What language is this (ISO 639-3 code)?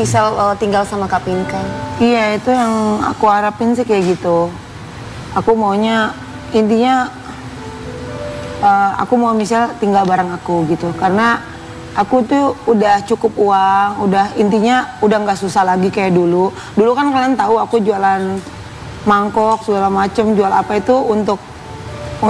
ind